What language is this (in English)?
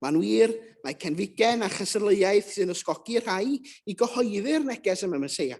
Welsh